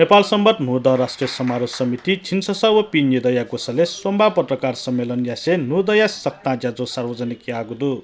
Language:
Newari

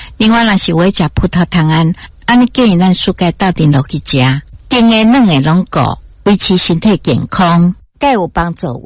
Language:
Min Nan Chinese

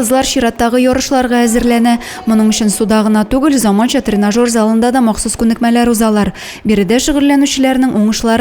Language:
Tatar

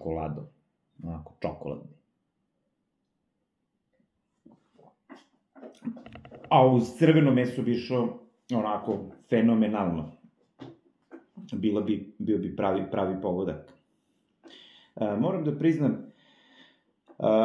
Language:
Serbian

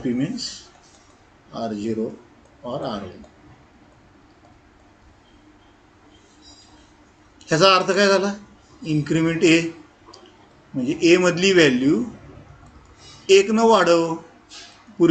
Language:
Marathi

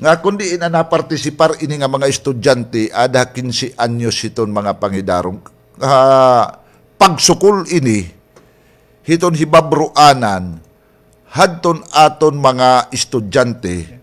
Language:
Waray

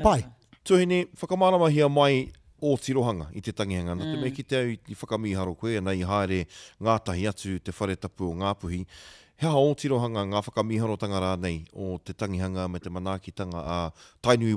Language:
Māori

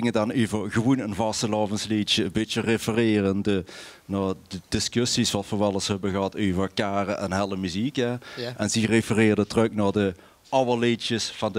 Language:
Limburgish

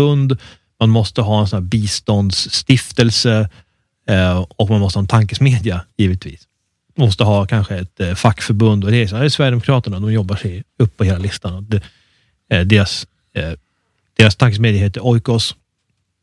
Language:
Swedish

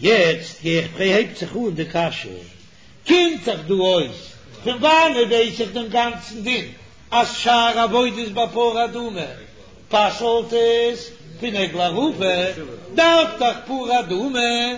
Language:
Yiddish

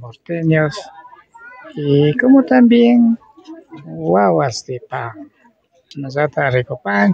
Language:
Imbabura Highland Quichua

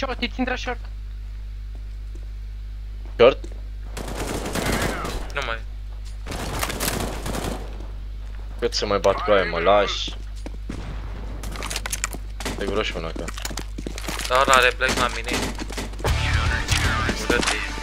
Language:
Romanian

